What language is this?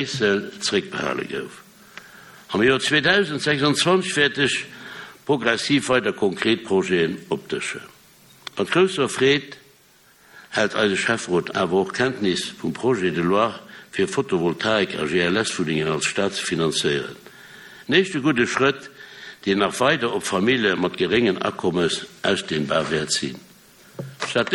Luxembourgish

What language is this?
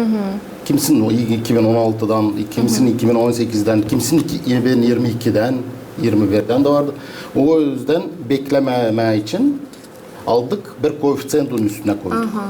Gagauz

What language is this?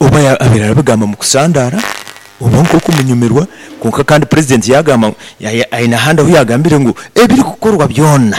Nyoro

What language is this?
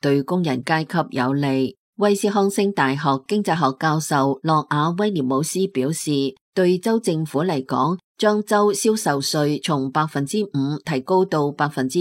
Cantonese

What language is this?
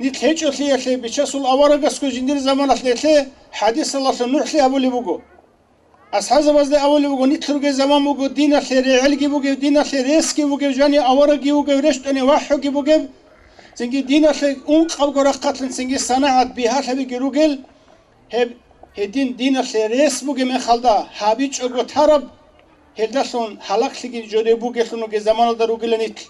Avaric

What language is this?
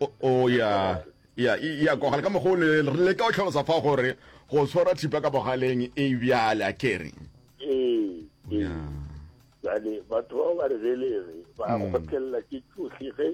Northern Sotho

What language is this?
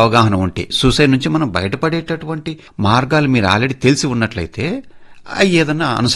Telugu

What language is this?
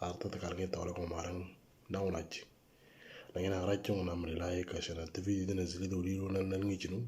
Moro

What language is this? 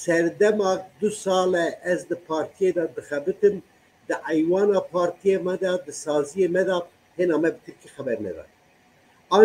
Kurdish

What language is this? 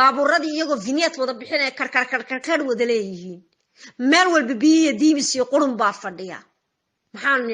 Somali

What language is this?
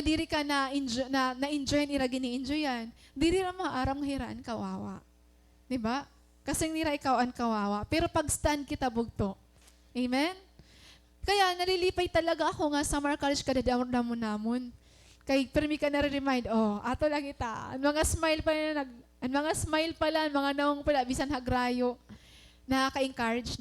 Waray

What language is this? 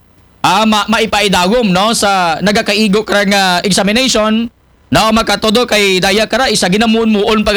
Aklanon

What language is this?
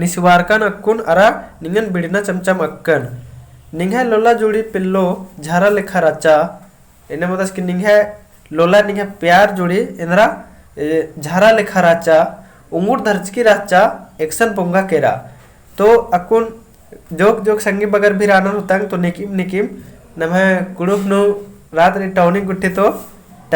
Kurukh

